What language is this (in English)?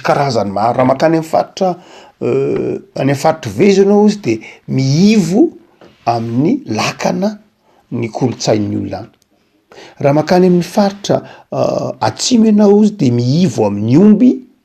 Malagasy